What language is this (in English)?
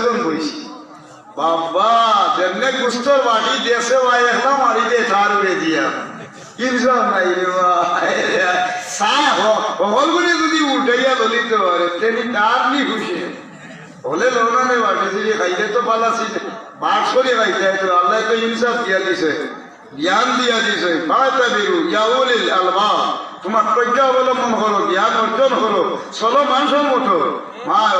Sylheti